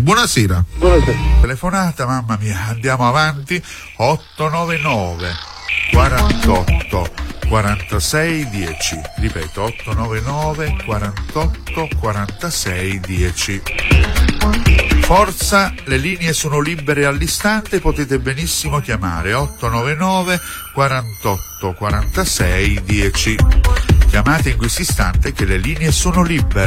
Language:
Italian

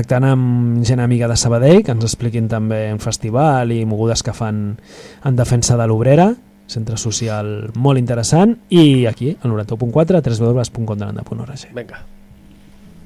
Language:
Catalan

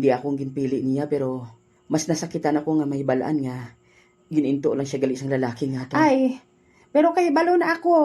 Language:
Hiligaynon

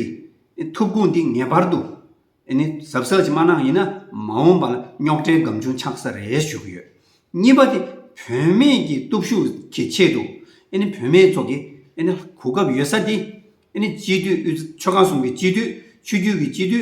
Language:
Tibetan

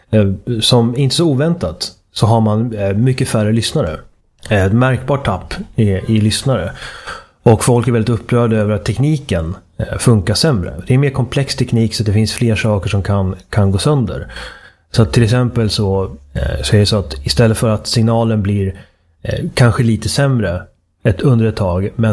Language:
Swedish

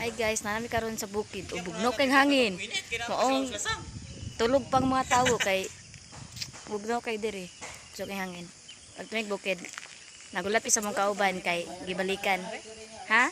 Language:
Cebuano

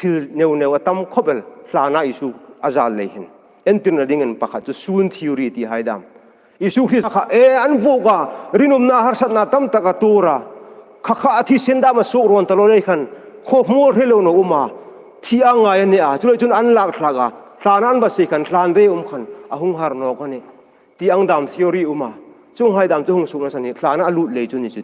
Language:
Hmar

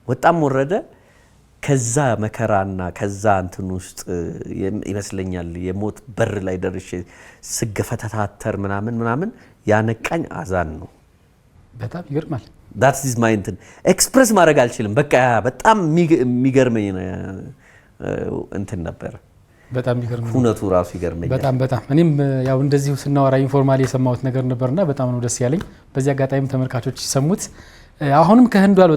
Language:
Amharic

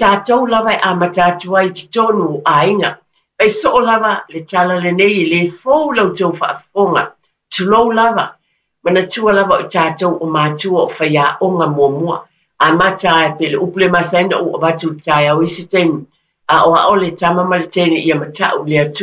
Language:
Samoan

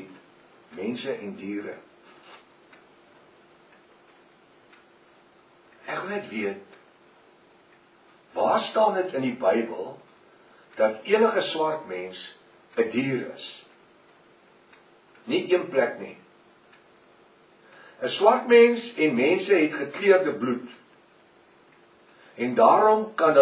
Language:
Afrikaans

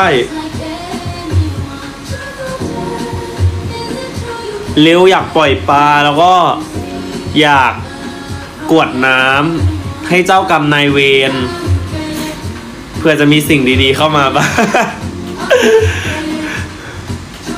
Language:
Thai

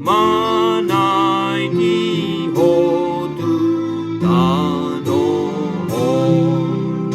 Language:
Batak Toba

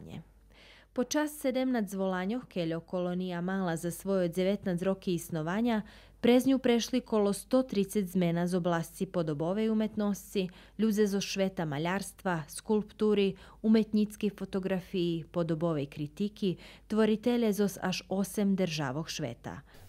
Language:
Rusyn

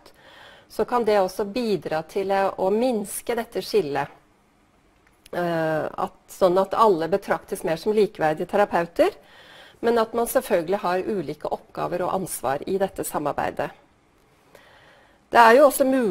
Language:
Norwegian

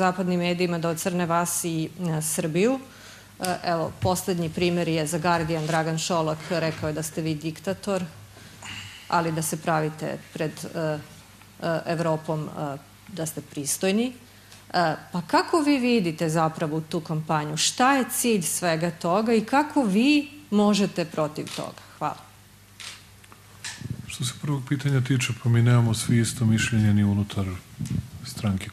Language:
Serbian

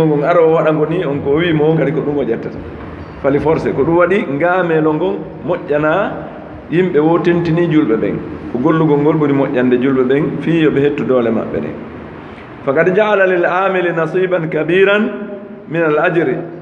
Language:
Fula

